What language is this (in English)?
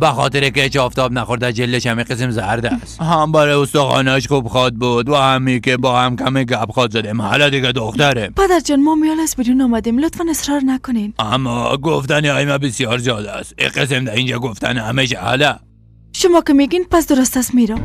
Persian